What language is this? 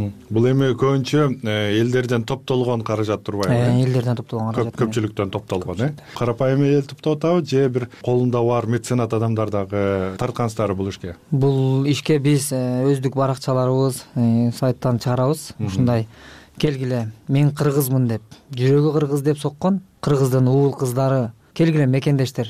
Kyrgyz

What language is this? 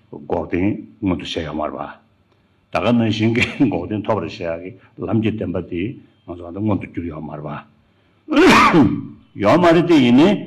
Tibetan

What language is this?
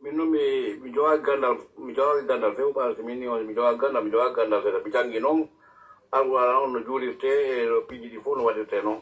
Pular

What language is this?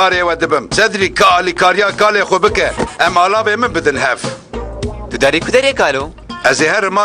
Kurdish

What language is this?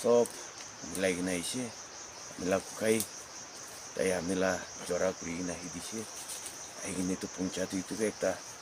Naga Pidgin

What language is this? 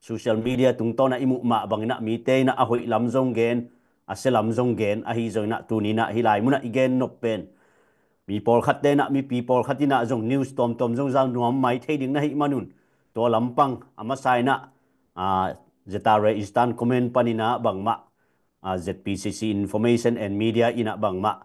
Tedim Chin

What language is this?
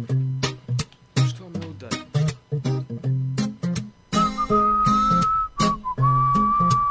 Bosnian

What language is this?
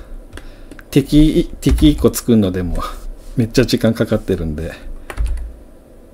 Japanese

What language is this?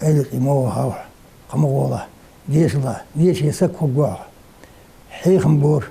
Ingush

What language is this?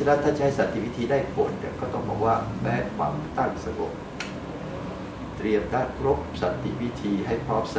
Thai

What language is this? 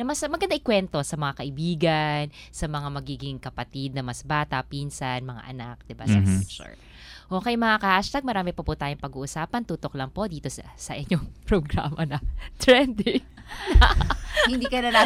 Filipino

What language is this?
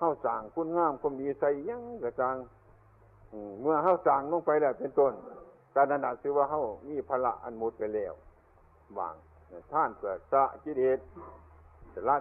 Northeastern Thai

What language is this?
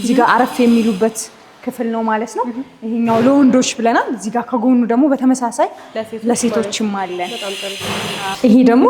Amharic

